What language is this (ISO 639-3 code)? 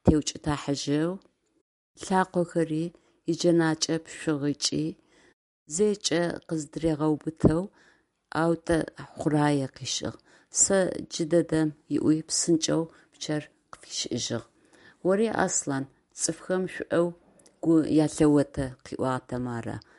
ady